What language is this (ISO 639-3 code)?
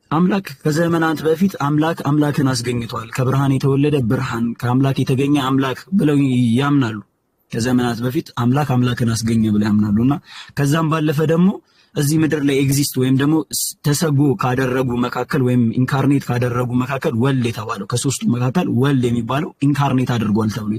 amh